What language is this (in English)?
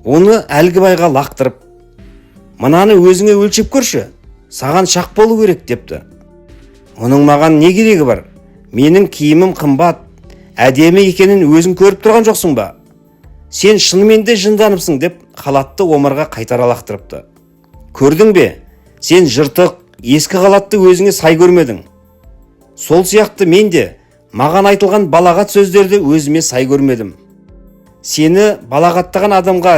Kazakh